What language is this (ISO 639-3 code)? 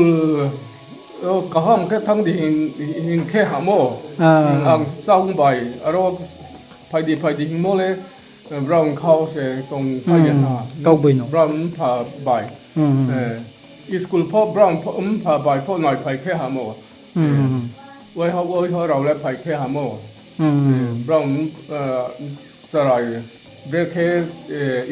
ria